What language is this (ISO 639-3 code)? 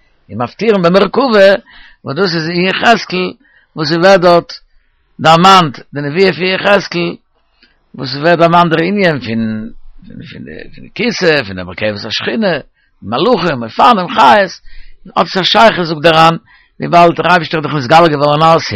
yid